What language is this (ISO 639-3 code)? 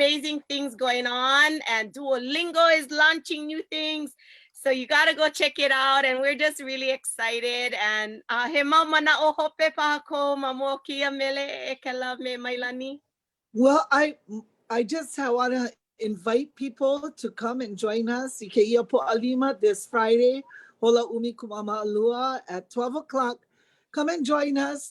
haw